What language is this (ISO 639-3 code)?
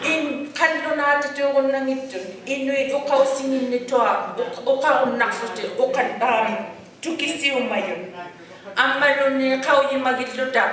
iku